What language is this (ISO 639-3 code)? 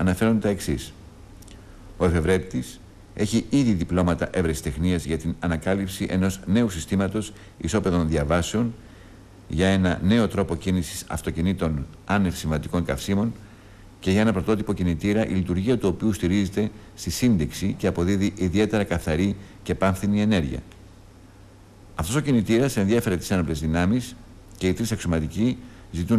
ell